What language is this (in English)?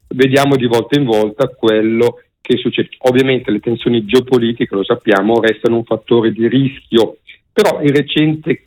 Italian